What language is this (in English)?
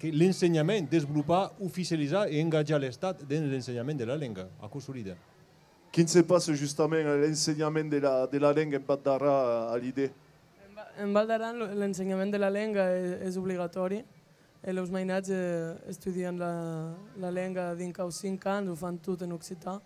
Occitan